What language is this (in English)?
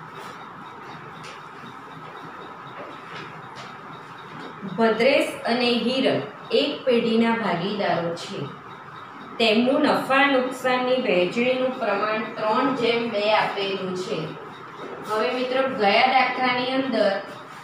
Gujarati